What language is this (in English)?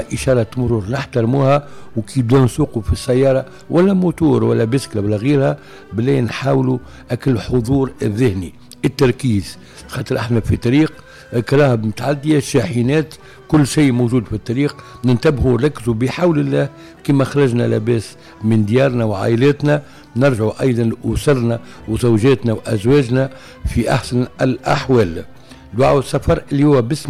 Tunisian Arabic